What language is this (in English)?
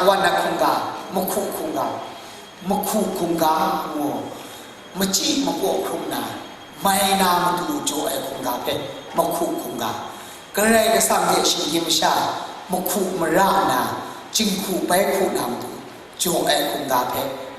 Kachin